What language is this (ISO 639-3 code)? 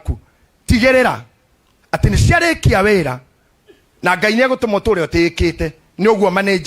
kik